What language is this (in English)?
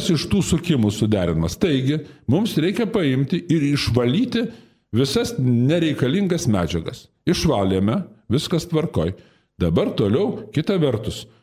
Lithuanian